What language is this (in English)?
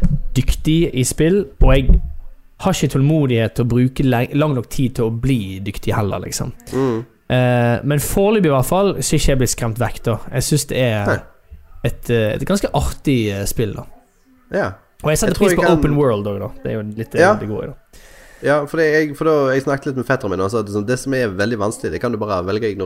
Norwegian